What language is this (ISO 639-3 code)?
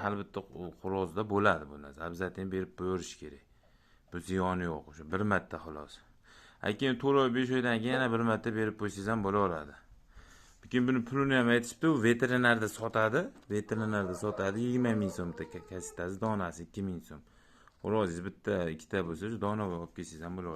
uzb